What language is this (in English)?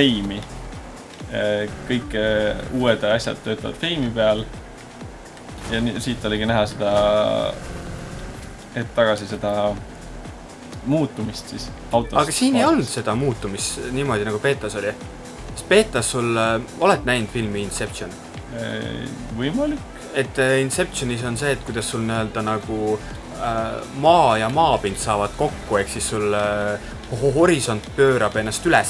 Estonian